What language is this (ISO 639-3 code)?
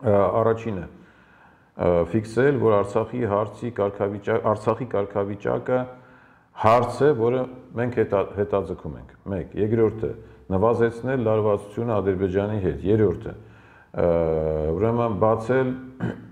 hye